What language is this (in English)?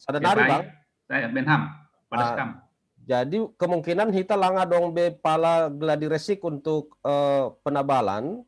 Batak Simalungun